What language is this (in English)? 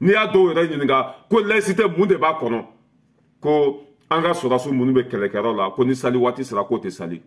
Bambara